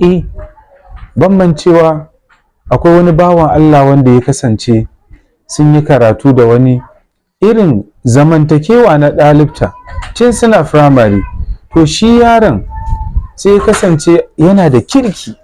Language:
Hausa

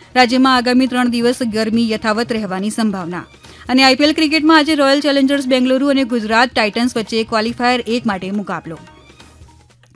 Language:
Gujarati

